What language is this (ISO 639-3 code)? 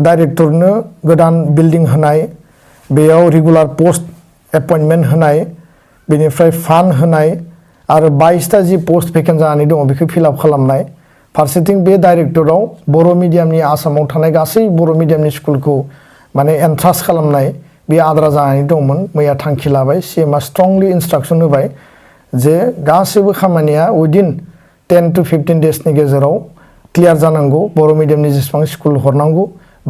brx